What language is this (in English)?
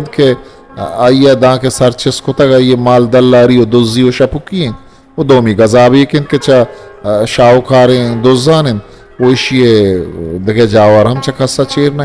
Eastern Balochi